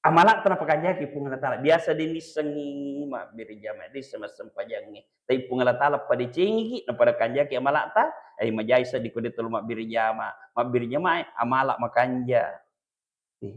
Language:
Buginese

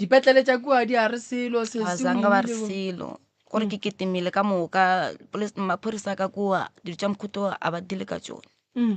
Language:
Northern Sotho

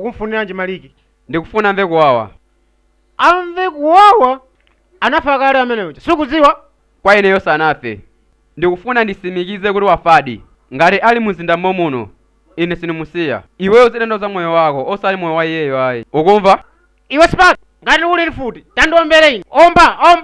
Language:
Nyanja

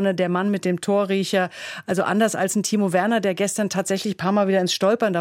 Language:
German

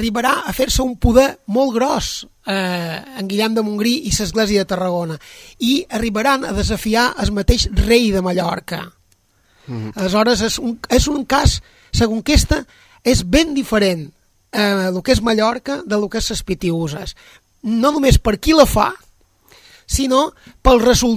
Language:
Catalan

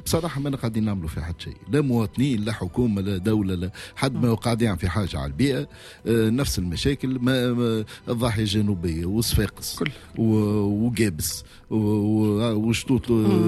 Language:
Tunisian Arabic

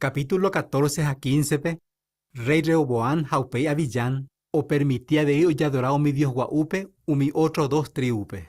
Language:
Guarani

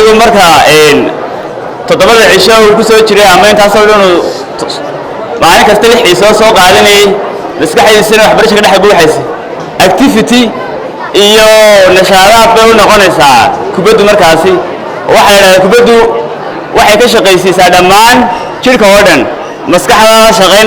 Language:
Somali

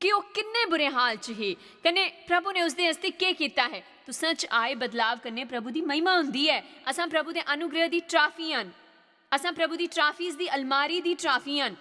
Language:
Dogri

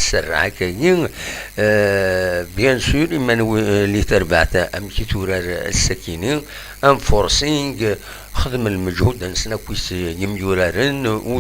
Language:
Kabyle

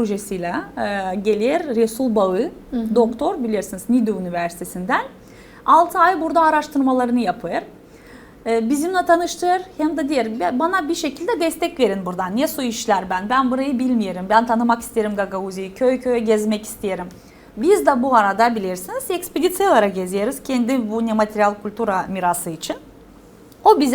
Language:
Gagauz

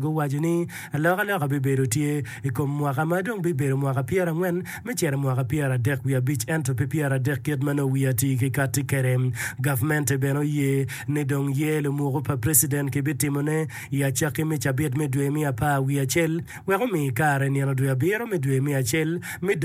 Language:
Acoli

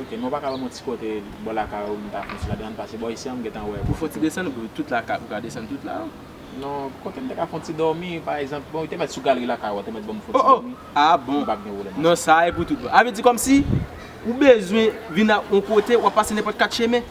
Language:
Haitian Creole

